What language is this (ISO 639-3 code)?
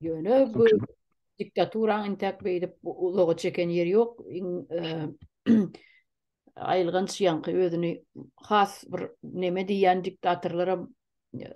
tuk